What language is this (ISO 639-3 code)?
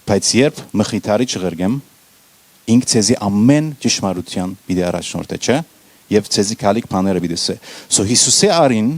hyw